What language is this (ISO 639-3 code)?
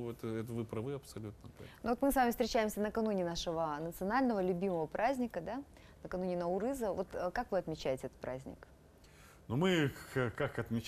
rus